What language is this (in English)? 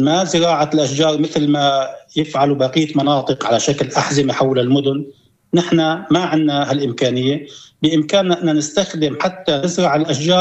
North Levantine Arabic